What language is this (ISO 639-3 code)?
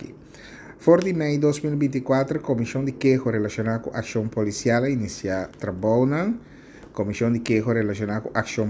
pap